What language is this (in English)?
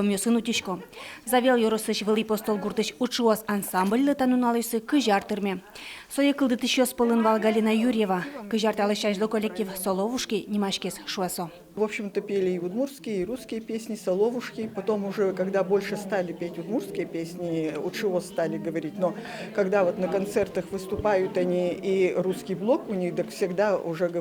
Udmurt